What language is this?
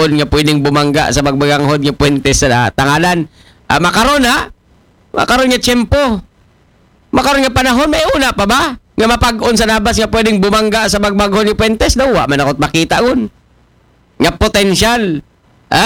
Aklanon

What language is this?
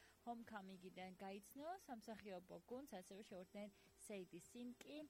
Georgian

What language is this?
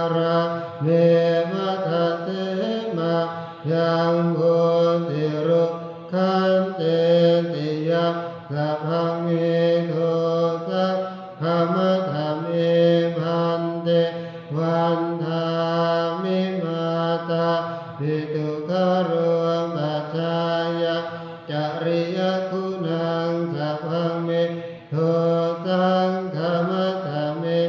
Pali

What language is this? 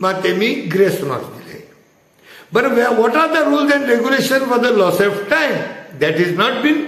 Konkani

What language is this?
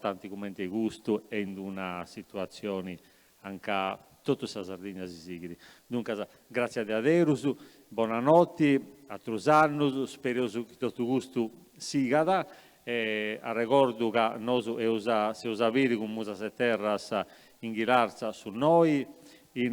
Sardinian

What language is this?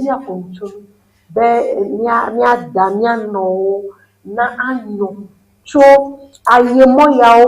Ewe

